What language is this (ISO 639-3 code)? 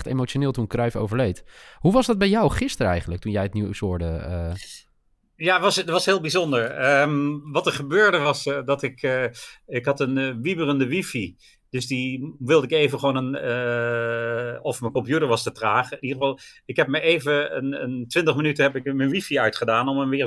nld